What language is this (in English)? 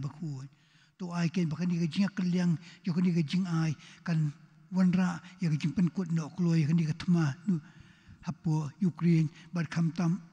Khasi